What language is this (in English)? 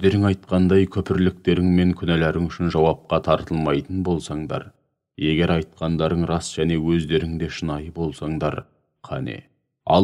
Kazakh